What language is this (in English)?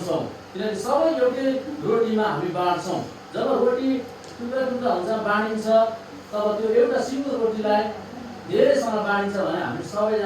Nepali